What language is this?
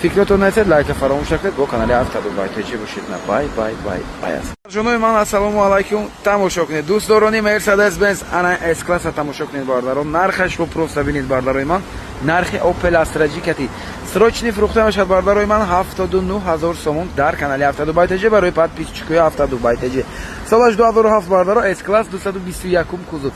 Tajik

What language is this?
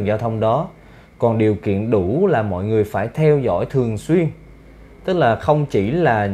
Vietnamese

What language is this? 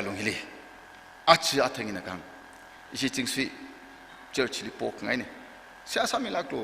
Tangkhul Naga (India)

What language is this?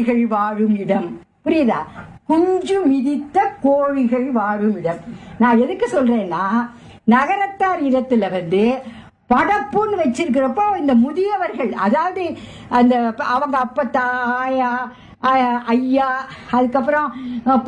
Tamil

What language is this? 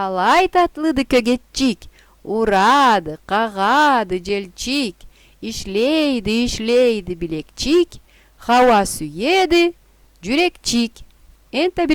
Karachay-Balkar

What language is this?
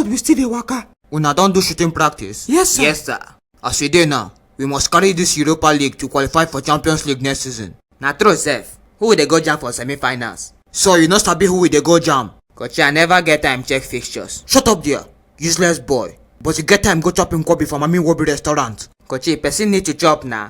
Nigerian Pidgin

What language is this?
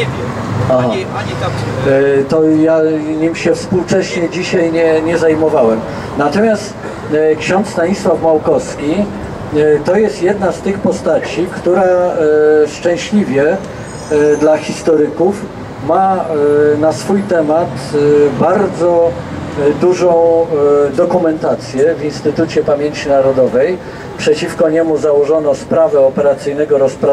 Polish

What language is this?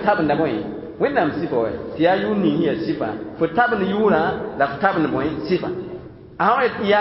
Mossi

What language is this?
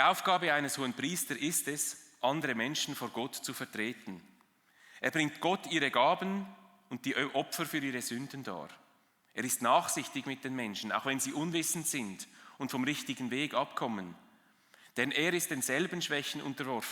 Swiss German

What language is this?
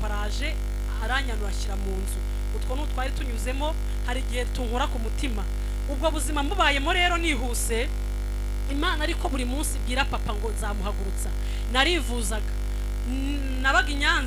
Kinyarwanda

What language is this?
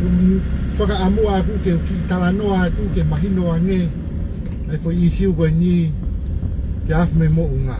Tongan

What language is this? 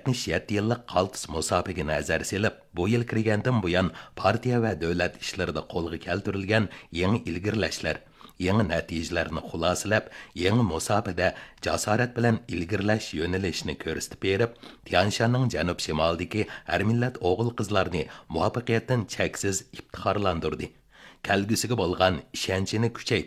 Uyghur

